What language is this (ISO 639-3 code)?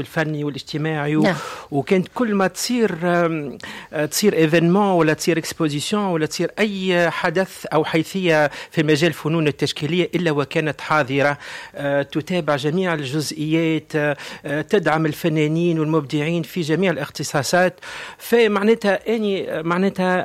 aeb